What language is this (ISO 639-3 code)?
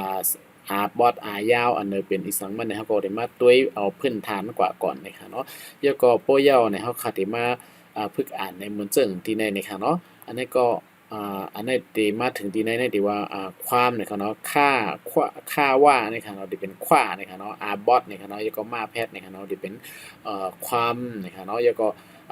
shn